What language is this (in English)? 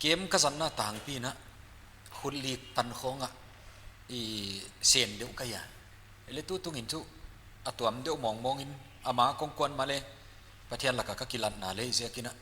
Paite Chin